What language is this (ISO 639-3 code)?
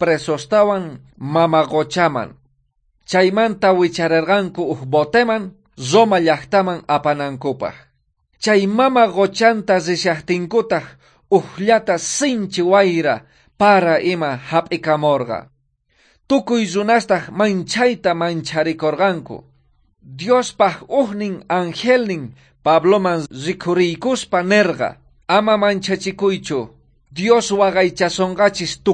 quh